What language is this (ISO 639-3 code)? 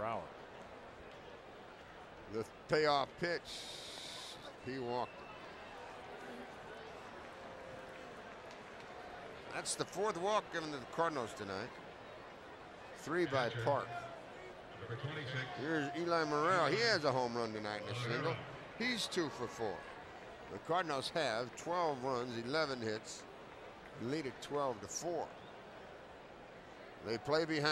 eng